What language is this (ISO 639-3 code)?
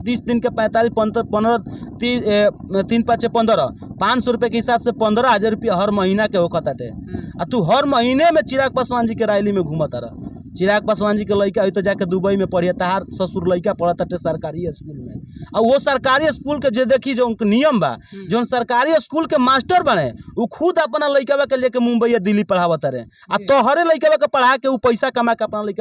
bho